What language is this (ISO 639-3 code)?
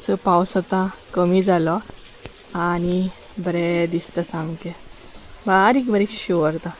kok